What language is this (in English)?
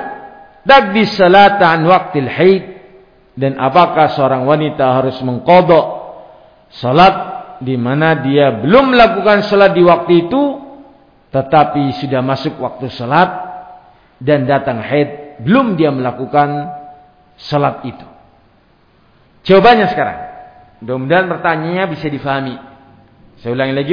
Indonesian